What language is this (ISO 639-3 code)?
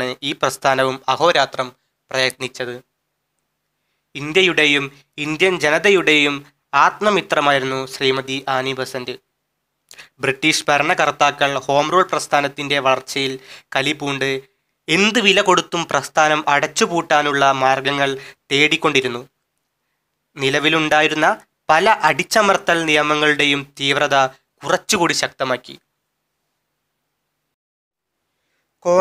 mal